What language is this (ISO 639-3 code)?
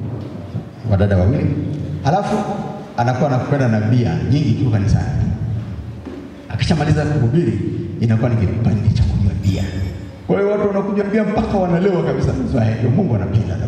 swa